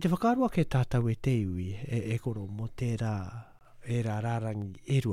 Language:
Māori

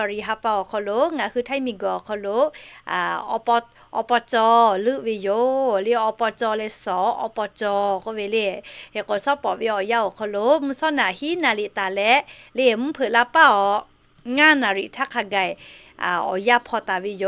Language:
Lahu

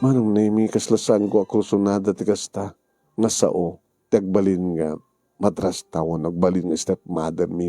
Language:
Iloko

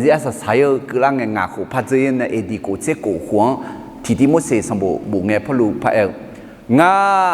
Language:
Akha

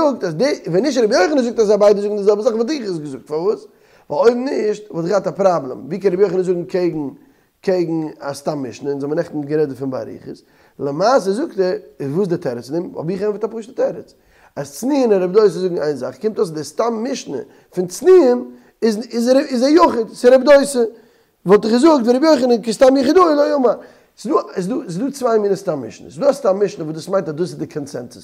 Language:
Yiddish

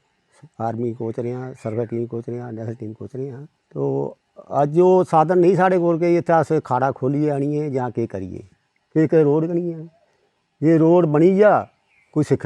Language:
Dogri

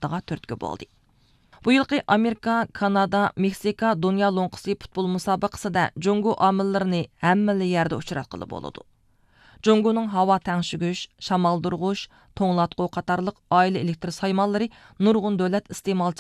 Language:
Uyghur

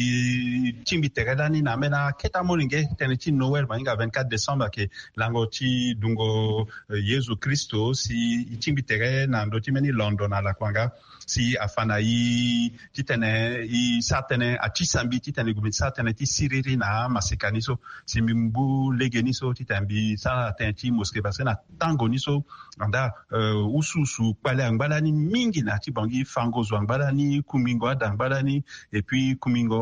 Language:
Sango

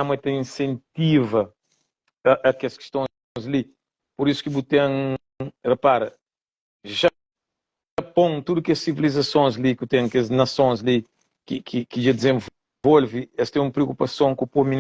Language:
Kabuverdianu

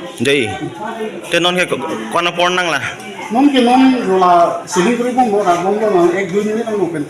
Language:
Karbi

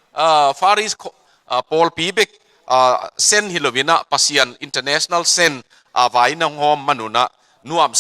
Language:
Tedim Chin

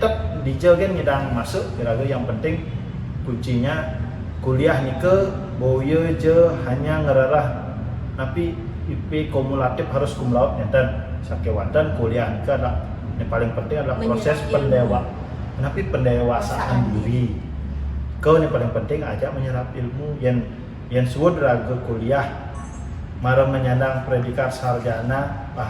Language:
Balinese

